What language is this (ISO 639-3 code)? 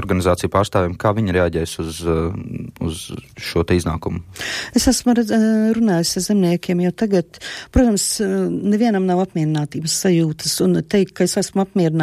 lav